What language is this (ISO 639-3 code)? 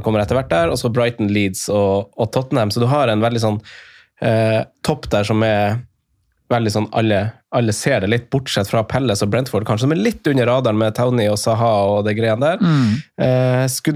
nor